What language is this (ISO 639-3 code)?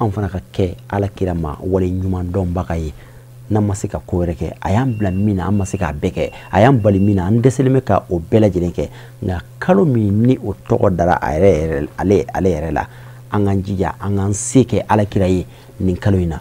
bam